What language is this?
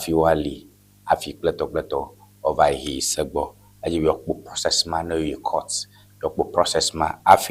Ewe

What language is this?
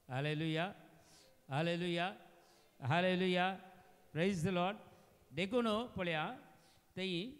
Konkani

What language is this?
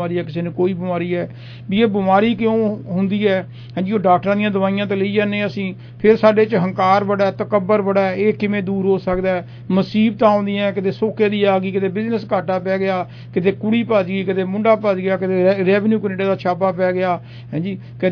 Punjabi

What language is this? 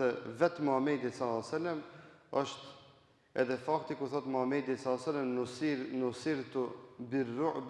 Albanian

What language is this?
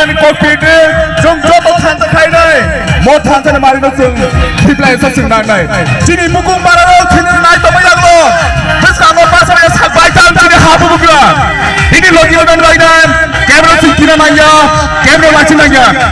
Kok Borok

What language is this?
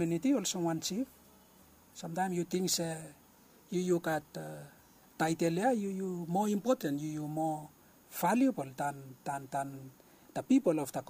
Bislama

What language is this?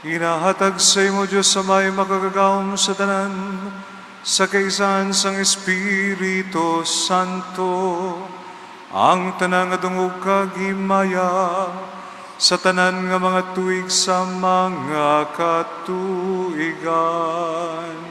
Hiligaynon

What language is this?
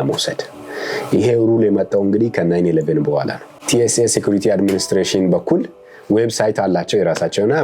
Amharic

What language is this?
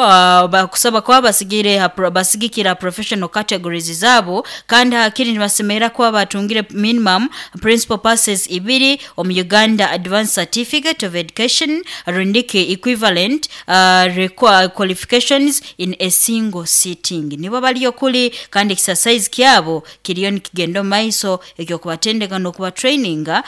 Nyoro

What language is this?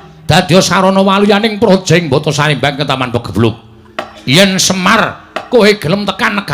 Javanese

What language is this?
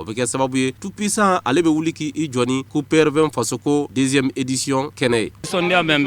Bambara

